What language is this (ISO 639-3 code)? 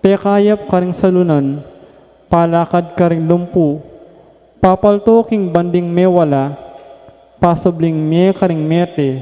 pam